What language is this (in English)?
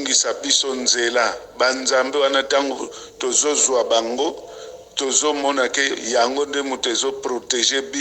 Lingala